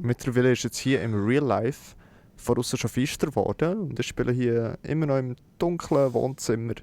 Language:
Swiss German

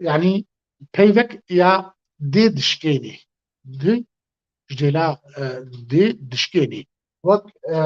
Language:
Kurdish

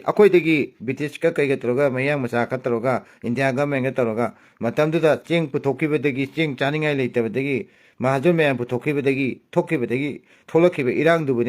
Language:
Manipuri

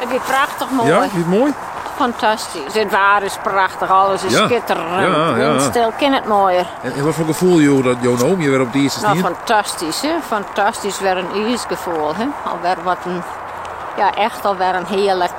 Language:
Western Frisian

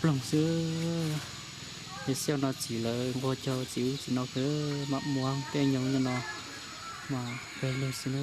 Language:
Hmong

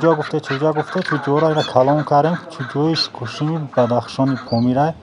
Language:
Tajik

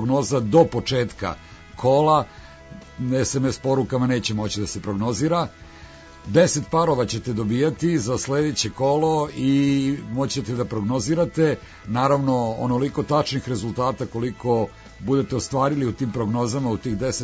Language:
Serbian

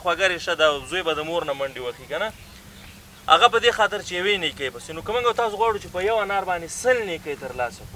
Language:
Pashto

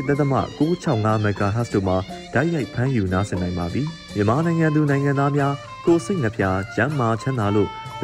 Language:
Burmese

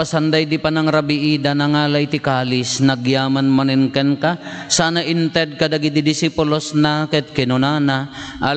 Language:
Iloko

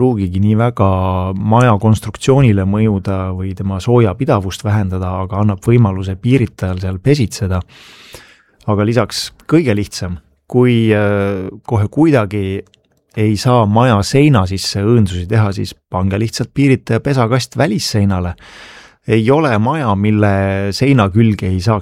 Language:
Estonian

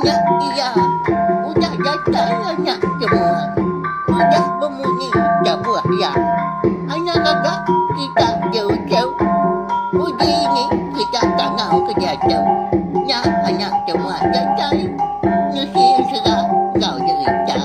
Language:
Iban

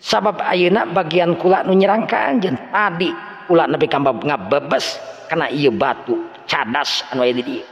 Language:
Sundanese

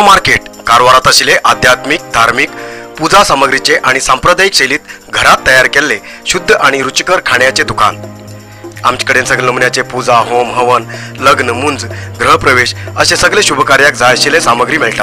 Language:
Konkani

